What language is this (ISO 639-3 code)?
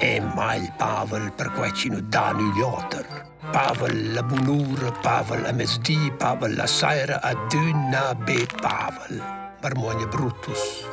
roh